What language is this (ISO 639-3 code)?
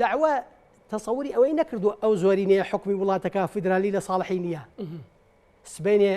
ckb